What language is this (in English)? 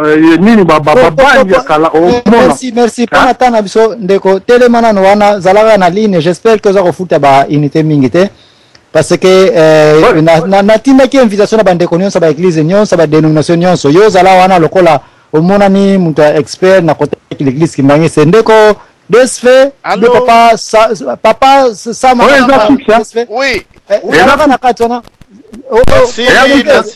Lingala